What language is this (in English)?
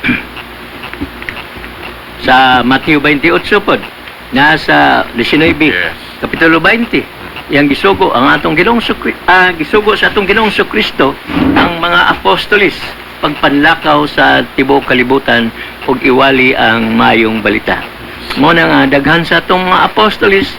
Cebuano